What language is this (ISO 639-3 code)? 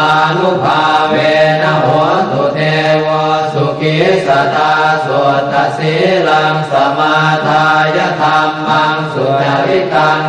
pli